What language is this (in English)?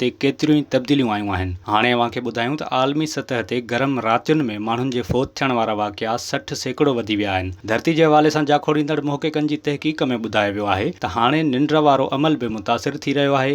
Sindhi